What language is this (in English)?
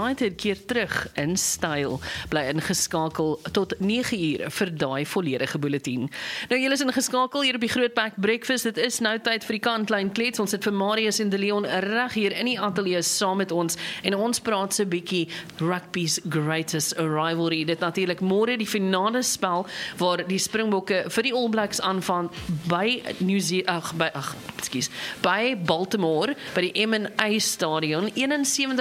Afrikaans